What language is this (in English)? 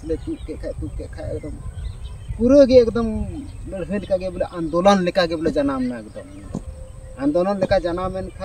Santali